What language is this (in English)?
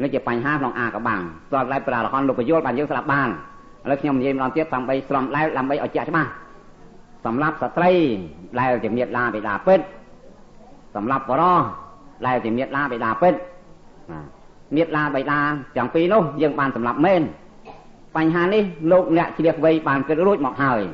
Khmer